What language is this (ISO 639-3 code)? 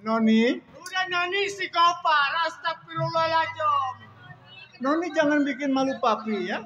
bew